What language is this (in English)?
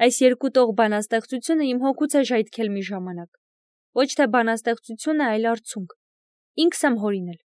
Armenian